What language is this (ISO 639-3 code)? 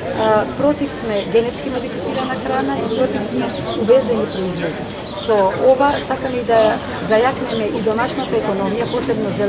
mkd